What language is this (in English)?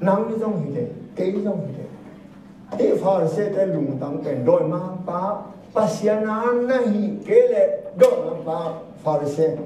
Tedim Chin